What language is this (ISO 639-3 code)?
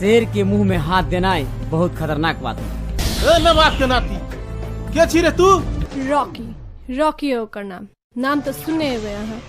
mai